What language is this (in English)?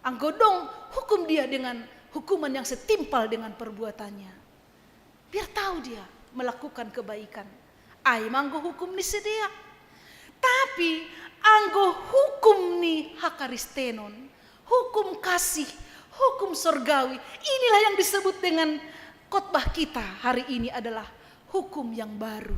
Batak Simalungun